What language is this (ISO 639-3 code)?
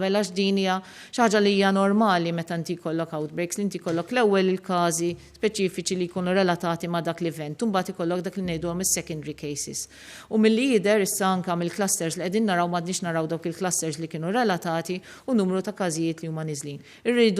mlt